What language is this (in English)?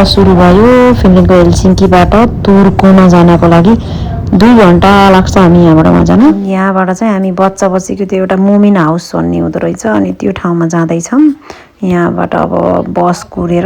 Nepali